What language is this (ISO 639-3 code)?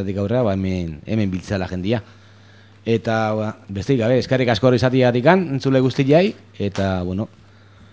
eus